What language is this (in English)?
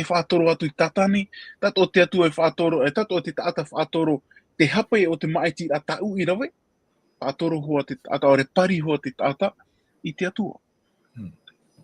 Tahitian